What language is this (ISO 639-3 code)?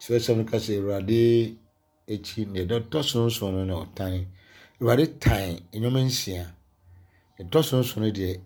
aka